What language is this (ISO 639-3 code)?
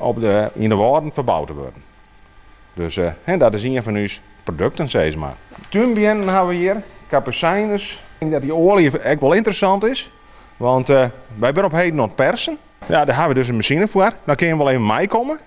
fry